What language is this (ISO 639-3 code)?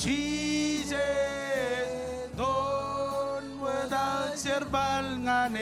mah